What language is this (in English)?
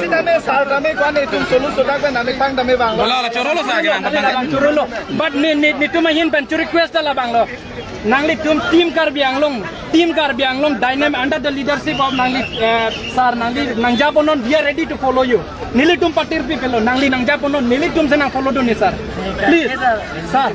Karbi